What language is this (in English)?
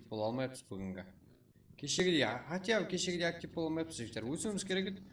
Kara-Kalpak